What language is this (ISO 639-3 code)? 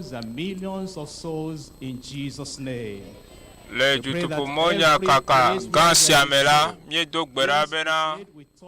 ewe